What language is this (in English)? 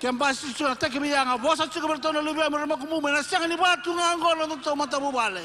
Fijian